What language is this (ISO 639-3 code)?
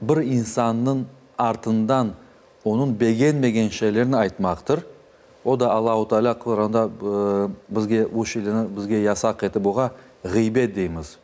crh